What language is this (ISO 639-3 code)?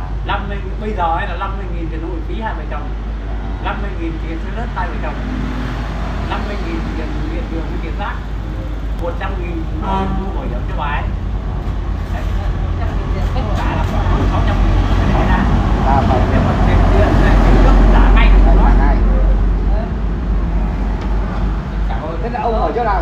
vie